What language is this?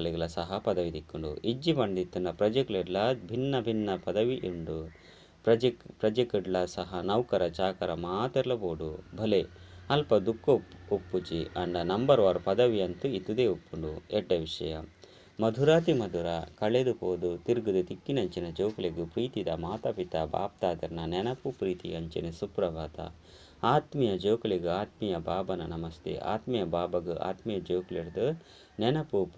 Tulu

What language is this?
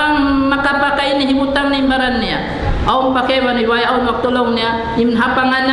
Tausug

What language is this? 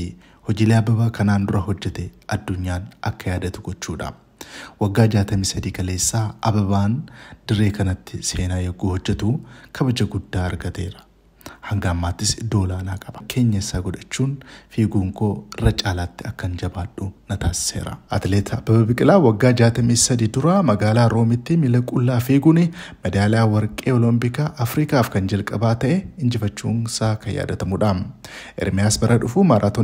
Oromo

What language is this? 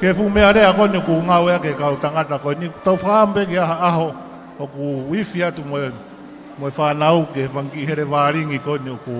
Tongan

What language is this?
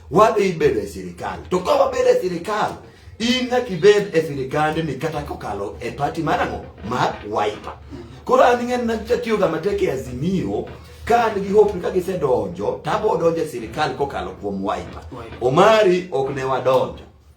Luo (Kenya and Tanzania)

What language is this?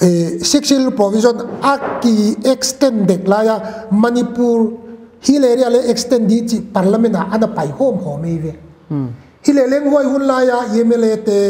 Paite Chin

